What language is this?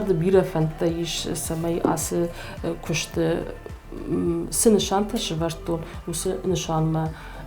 Ossetic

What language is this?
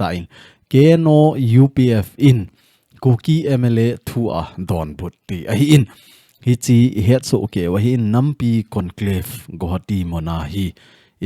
Thado Chin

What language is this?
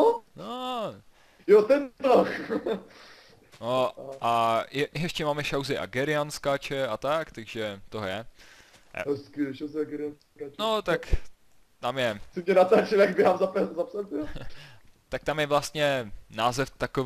Czech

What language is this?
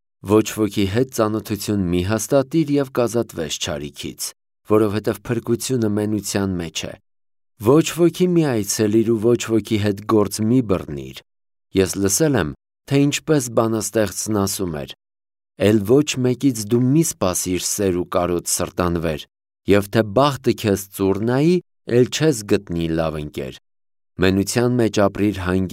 Armenian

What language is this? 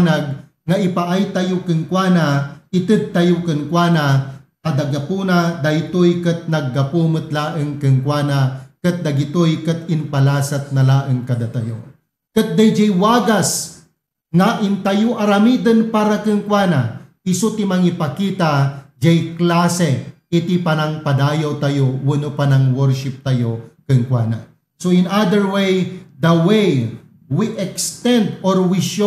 Iloko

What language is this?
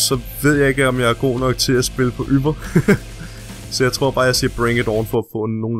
Danish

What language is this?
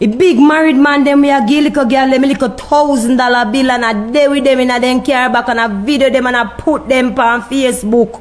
Jamaican Creole English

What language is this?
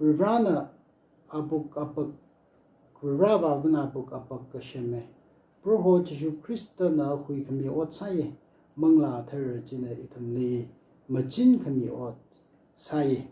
Tangkhul Naga (India)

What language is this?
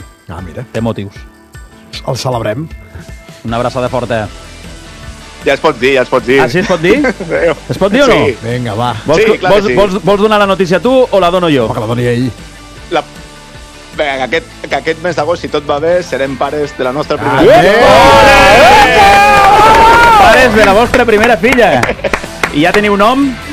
Catalan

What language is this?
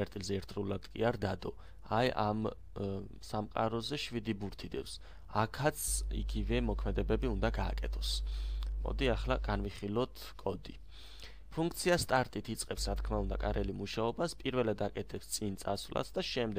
Georgian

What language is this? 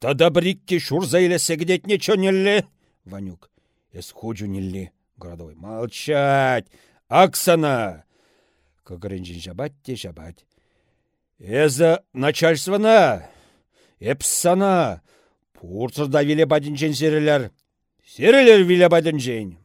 Chuvash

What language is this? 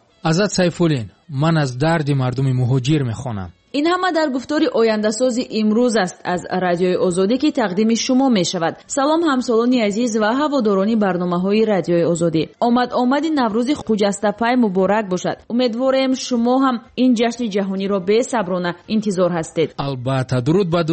Tajik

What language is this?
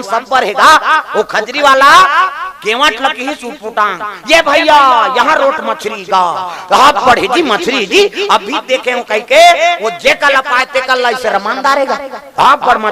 Chhattisgarhi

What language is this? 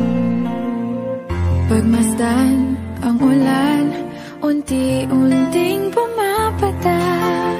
Filipino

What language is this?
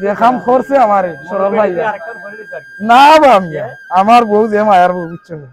Sylheti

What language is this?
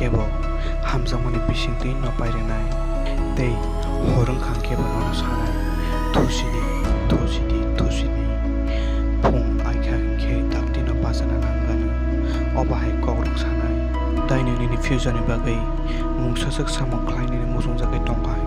Kok Borok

